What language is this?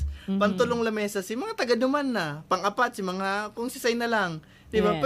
Bikol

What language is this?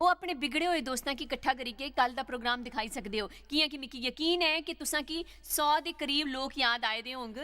Dogri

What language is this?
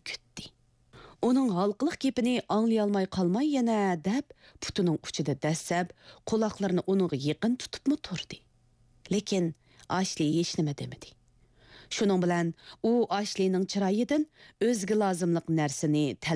Uyghur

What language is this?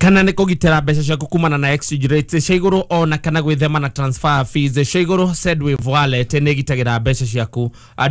Kikuyu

